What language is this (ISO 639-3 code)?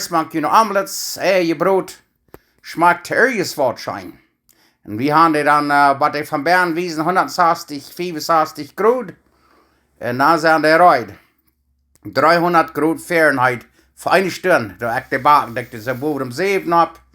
pdt